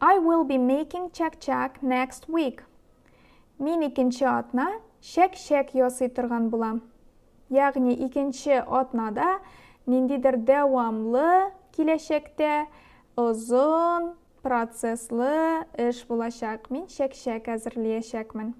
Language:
Tatar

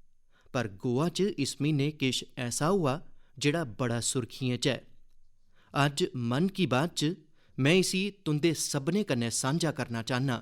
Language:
Dogri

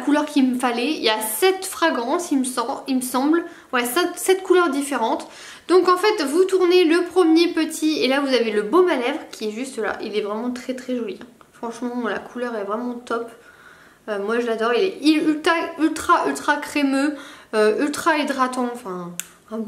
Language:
French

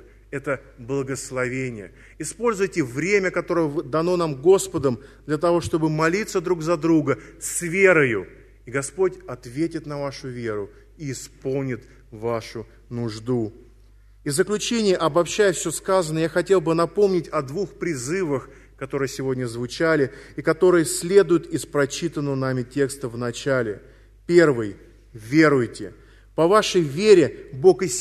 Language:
Russian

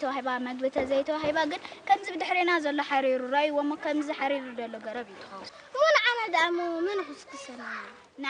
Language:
Tigrinya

